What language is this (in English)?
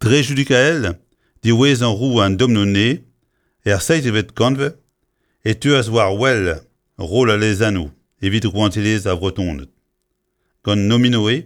Breton